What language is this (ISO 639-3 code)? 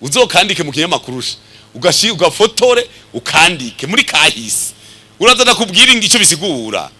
run